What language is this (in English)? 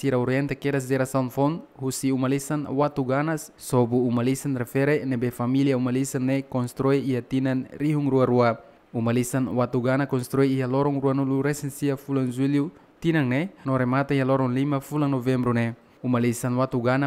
Tetum